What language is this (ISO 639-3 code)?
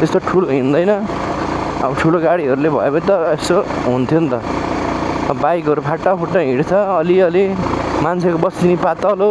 nep